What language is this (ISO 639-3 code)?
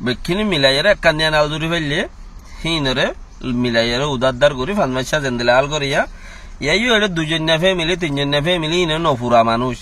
rhg